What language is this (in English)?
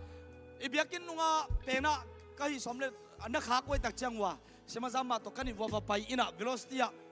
Tedim Chin